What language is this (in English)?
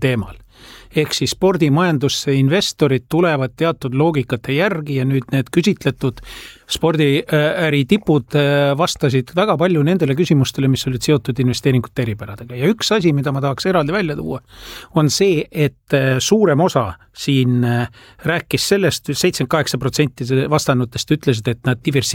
Estonian